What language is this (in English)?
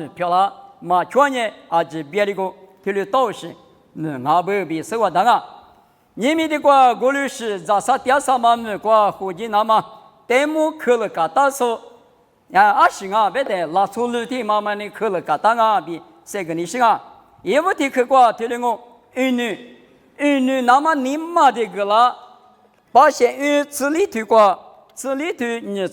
Lisu